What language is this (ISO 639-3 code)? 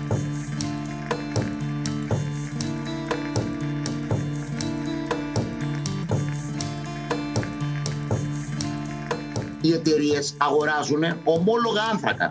ell